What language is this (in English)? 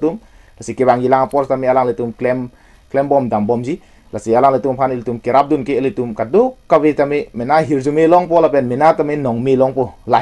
Karbi